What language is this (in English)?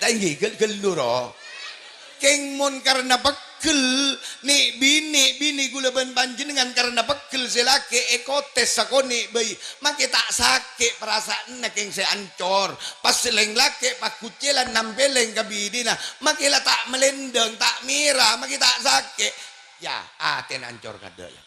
Madurese